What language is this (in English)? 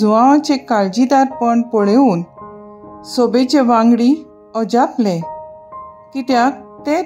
Konkani